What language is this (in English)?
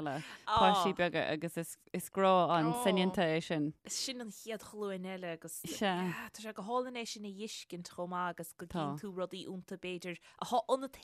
Irish